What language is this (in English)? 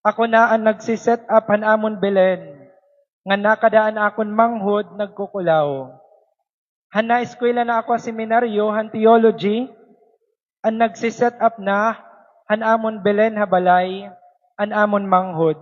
Waray